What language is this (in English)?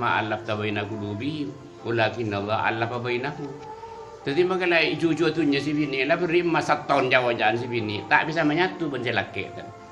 Madurese